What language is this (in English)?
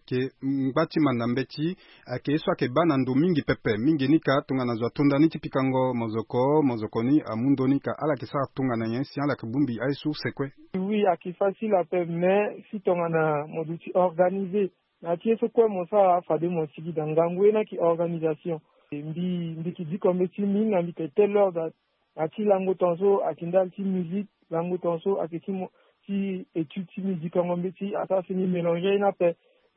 Sango